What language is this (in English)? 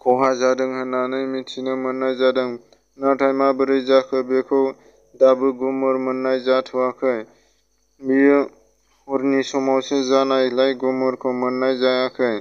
Bodo